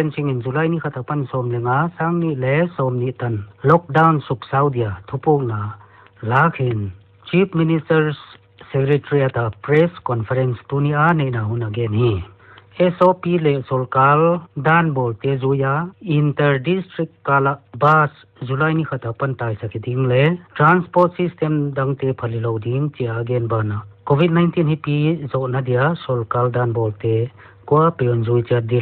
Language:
Paite Chin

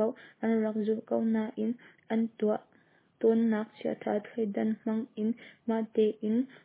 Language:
Hakha Chin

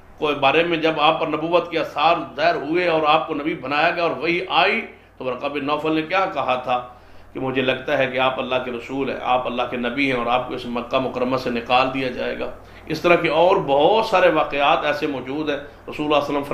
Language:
Urdu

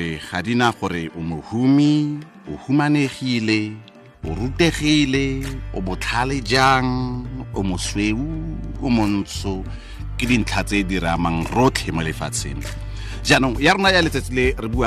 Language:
Tswana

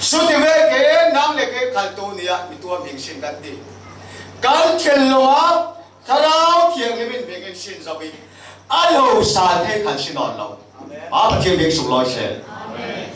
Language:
Falam Chin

